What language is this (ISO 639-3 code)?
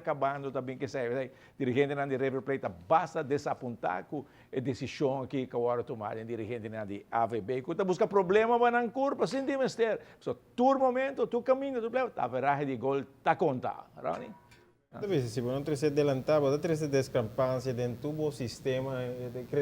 pap